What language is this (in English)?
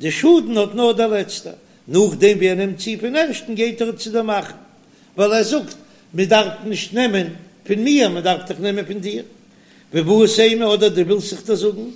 Yiddish